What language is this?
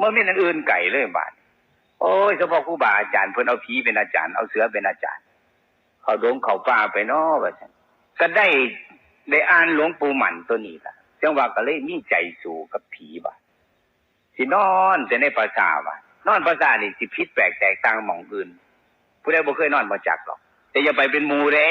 Northeastern Thai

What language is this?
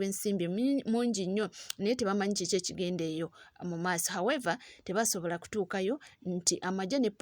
Ganda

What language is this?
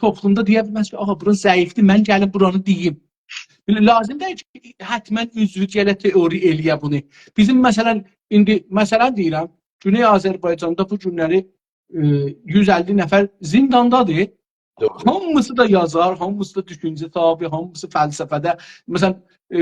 South Azerbaijani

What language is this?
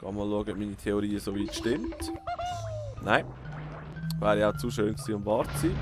Swiss German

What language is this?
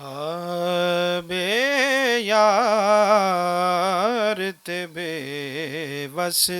Western Panjabi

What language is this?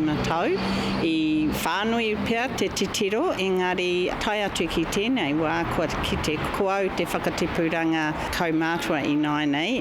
Māori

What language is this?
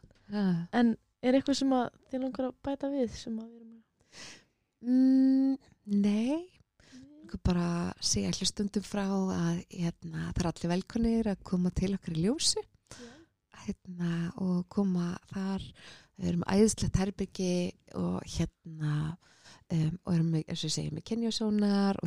Icelandic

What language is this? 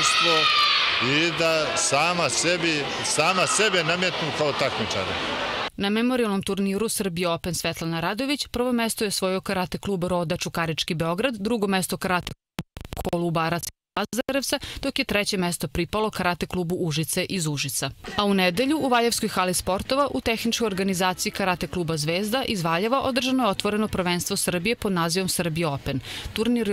Serbian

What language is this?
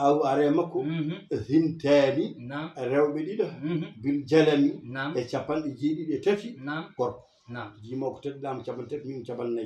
Fula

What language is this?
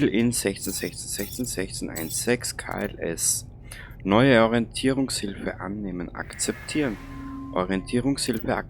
Bavarian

